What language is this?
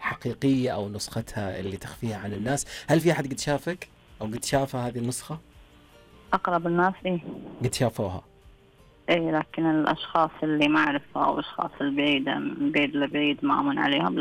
Najdi Arabic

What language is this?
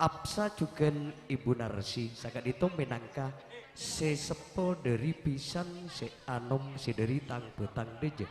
Madurese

